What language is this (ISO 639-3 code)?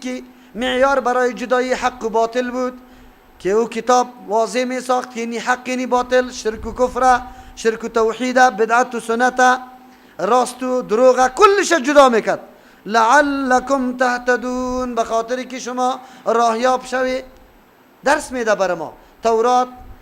fas